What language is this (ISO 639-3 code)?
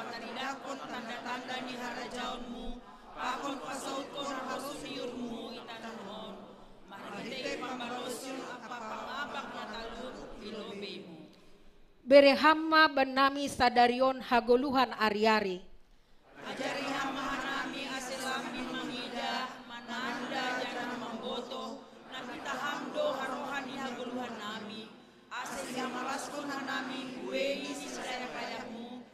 bts